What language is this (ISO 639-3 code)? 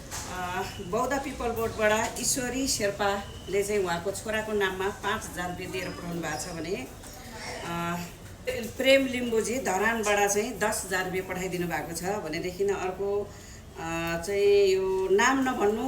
nep